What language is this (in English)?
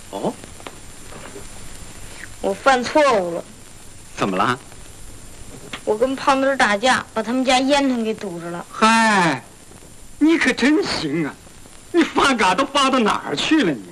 Chinese